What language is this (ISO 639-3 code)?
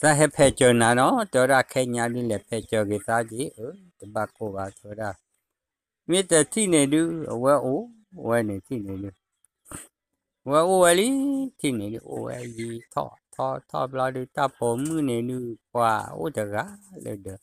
ksw